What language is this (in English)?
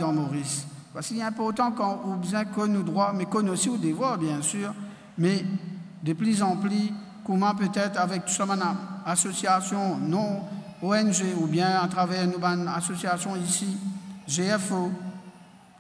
Morisyen